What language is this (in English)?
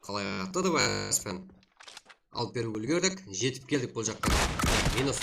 Kara-Kalpak